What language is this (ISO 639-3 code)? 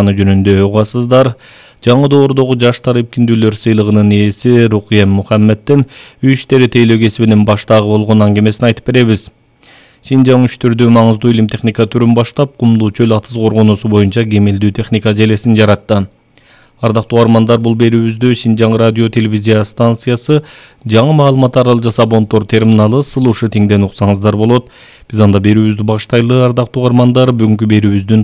kir